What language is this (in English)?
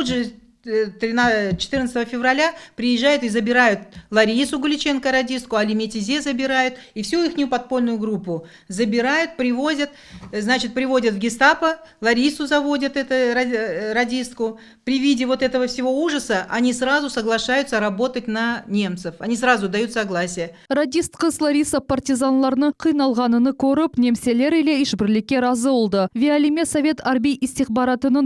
Crimean Tatar